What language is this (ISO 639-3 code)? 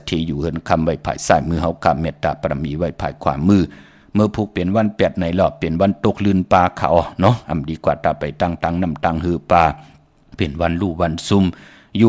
shn